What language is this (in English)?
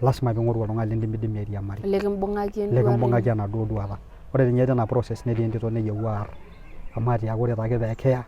Masai